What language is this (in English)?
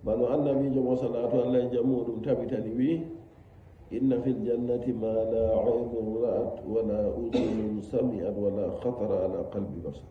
Nigerian Fulfulde